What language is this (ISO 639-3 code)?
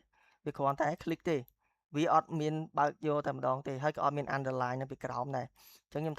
khm